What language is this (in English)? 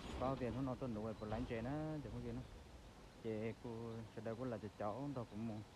Hmong